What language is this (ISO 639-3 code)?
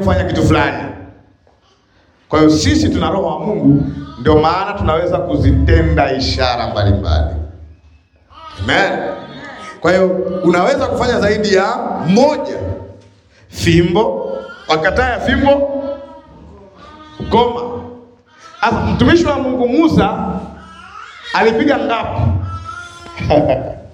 swa